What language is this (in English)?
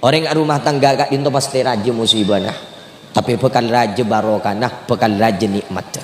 Madurese